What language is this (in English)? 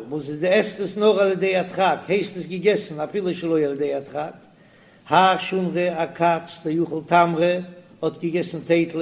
Yiddish